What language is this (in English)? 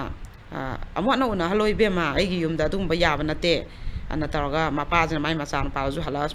Manipuri